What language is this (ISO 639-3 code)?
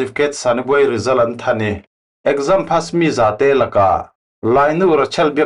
cfm